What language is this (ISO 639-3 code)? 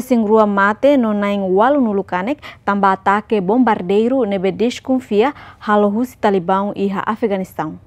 tet